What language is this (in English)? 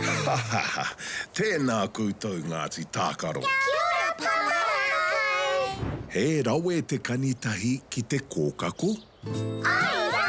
Māori